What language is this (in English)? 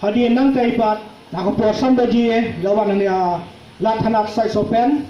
Khasi